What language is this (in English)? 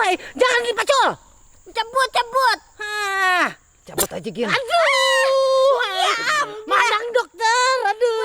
Banjar